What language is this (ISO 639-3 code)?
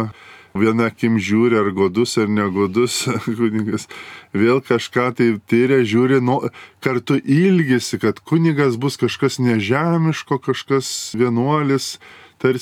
lit